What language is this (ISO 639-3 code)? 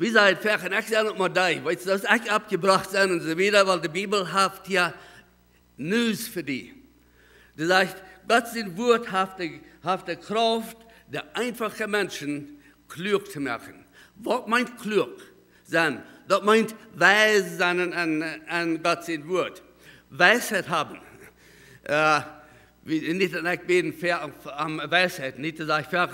pdt